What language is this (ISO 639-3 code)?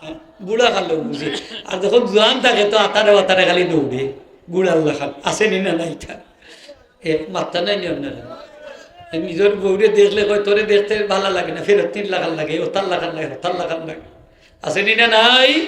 syl